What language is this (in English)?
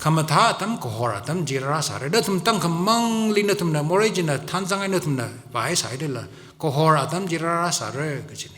Tangkhul Naga (India)